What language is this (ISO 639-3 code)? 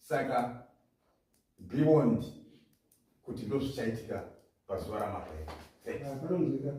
sna